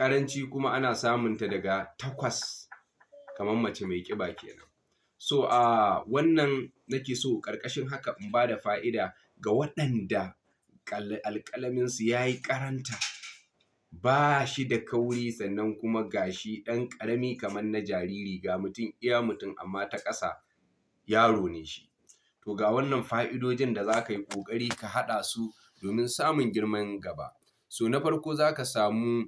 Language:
Hausa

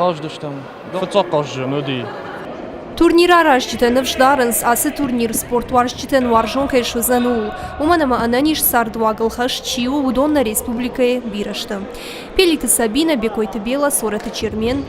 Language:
Ossetic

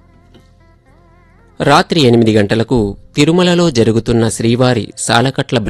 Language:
Telugu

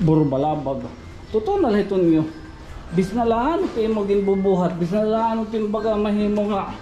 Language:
Waray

